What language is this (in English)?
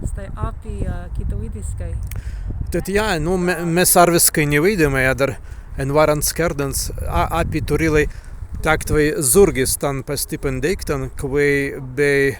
Prussian